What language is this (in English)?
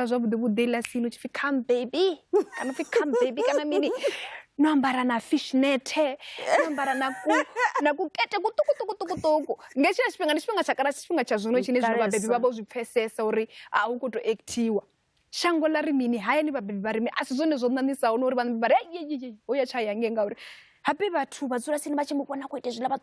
Venda